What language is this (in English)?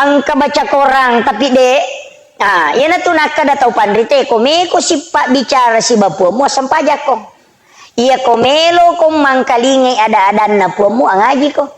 Buginese